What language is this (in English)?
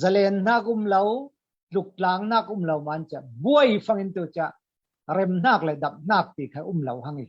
Falam Chin